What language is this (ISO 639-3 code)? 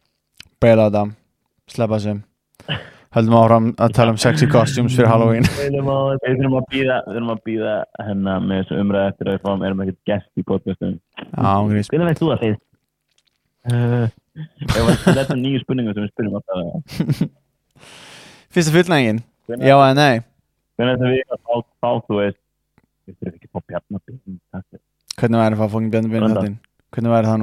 isl